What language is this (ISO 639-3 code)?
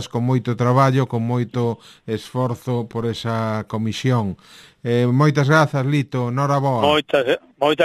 glg